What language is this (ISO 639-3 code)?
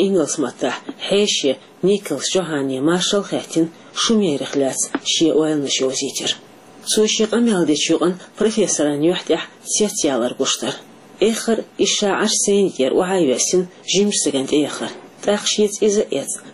che